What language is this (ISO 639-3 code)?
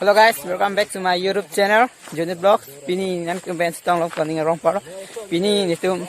mjw